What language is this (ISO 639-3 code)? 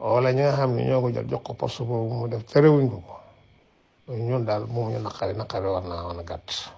wol